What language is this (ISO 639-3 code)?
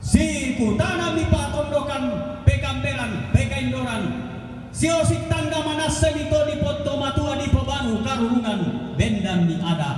sda